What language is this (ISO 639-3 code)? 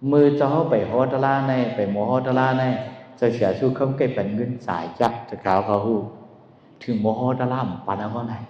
shn